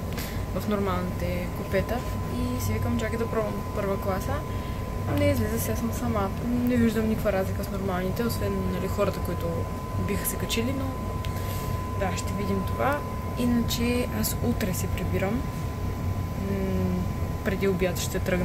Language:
Bulgarian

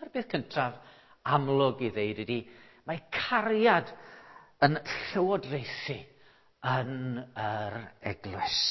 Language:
Welsh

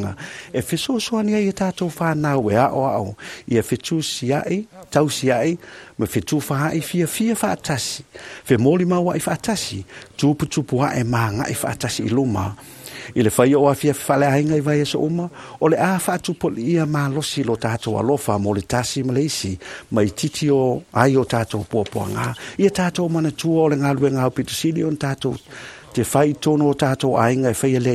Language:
Samoan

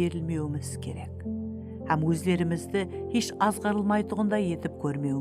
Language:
Kara-Kalpak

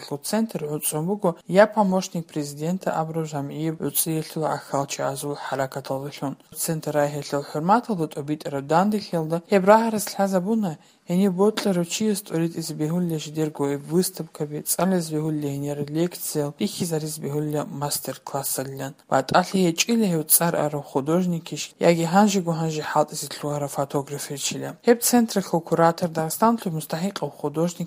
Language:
Avaric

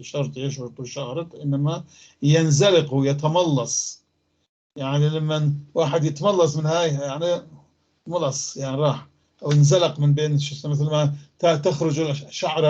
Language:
North Levantine Arabic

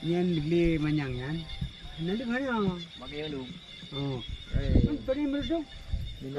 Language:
Achinese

